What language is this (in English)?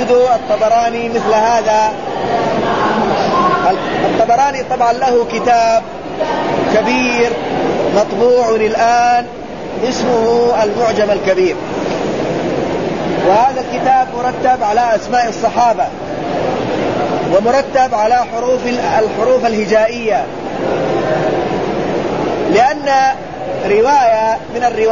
Arabic